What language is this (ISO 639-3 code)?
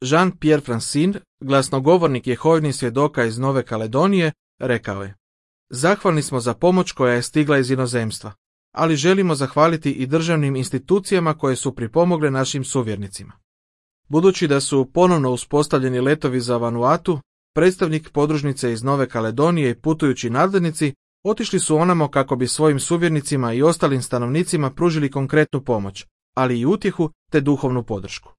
hrv